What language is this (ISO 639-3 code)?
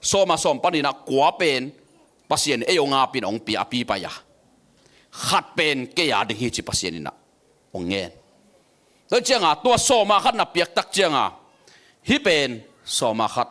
ctd